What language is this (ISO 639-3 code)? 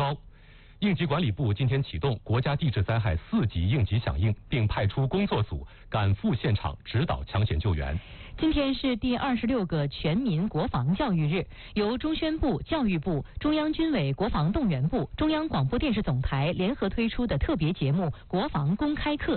zho